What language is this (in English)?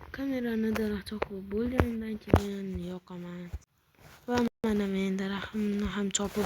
Uzbek